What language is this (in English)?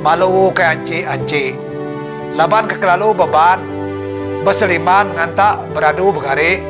Iban